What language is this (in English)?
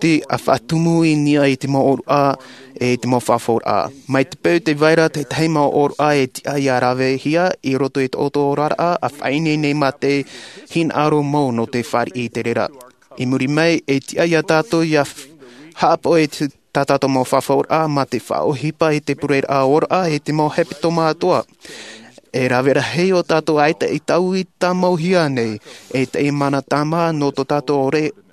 Tahitian